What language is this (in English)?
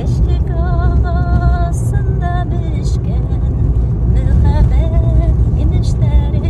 Bashkir